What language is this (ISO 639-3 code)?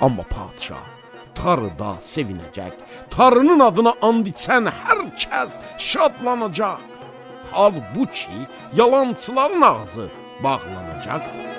azb